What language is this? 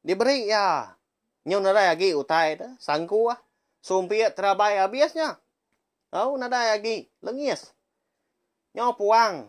Iban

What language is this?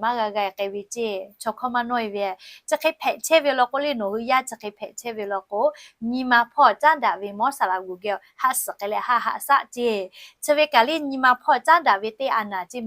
Lahu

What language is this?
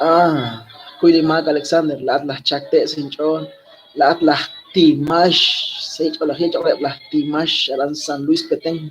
Kekchí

